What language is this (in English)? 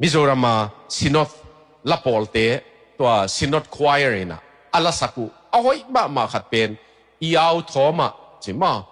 Tedim Chin